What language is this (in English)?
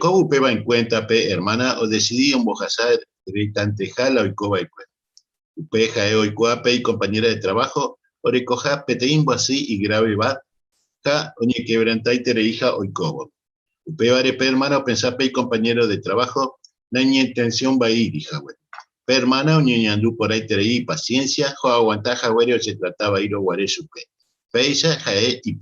Guarani